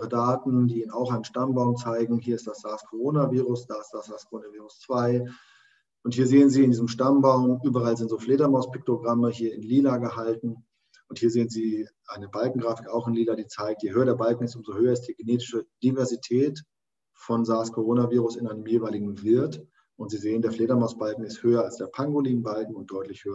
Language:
German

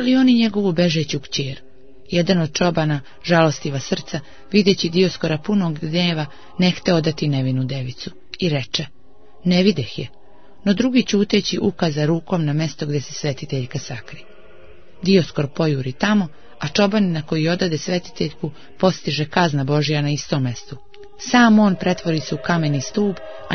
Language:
Serbian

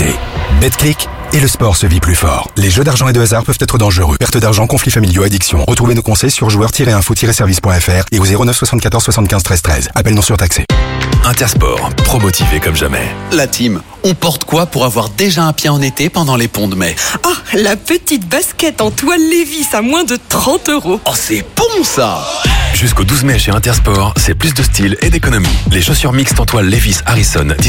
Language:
French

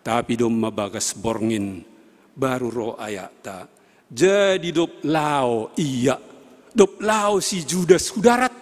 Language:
Batak Simalungun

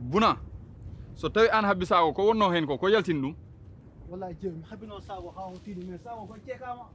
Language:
Fula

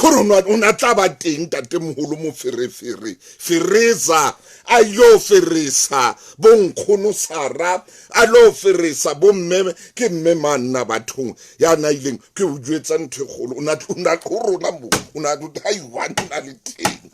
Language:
Southern Sotho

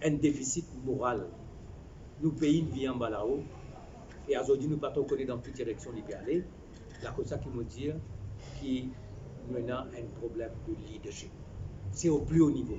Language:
Morisyen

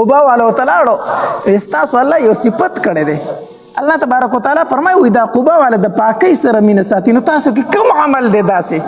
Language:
Pashto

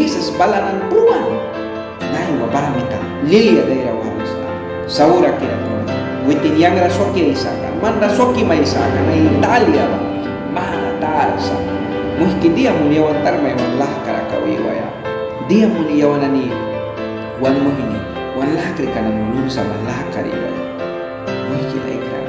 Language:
Mískito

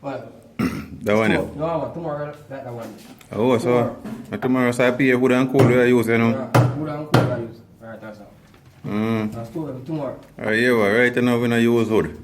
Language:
Jamaican Creole English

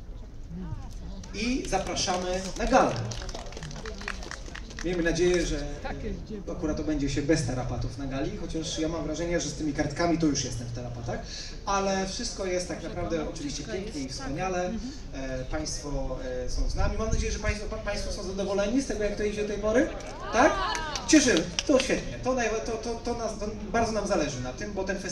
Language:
Polish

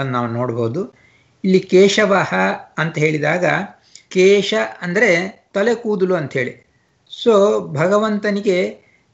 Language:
Kannada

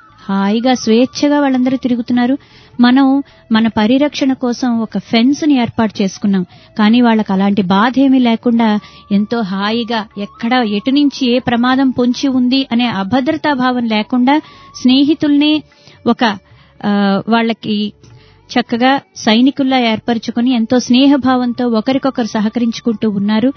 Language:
Telugu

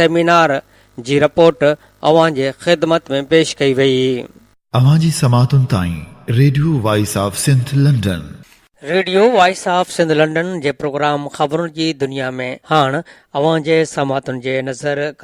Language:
Sindhi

